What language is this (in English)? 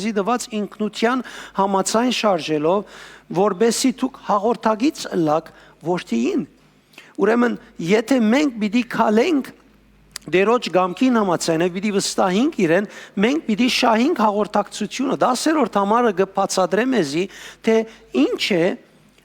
Western Armenian